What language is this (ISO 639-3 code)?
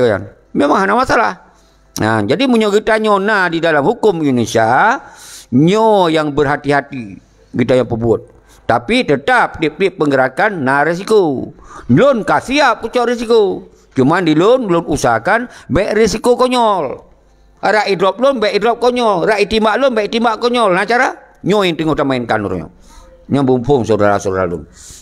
ace